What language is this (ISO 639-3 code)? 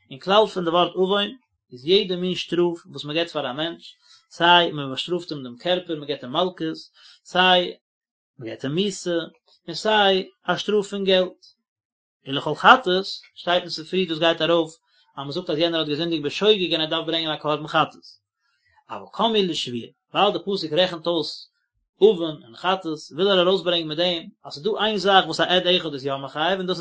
yid